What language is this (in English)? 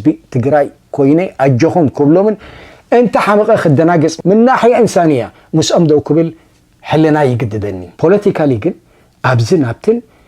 Tigrinya